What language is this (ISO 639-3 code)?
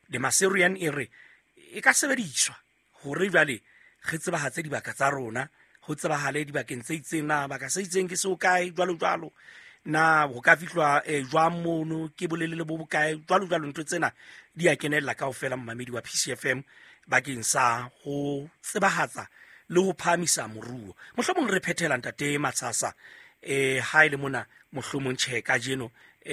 sot